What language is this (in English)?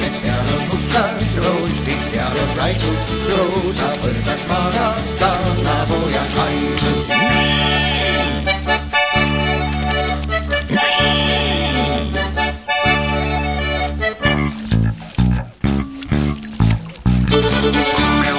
Estonian